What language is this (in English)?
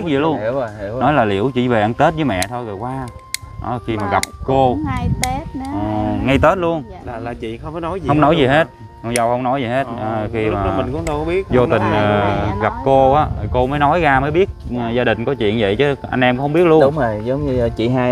Vietnamese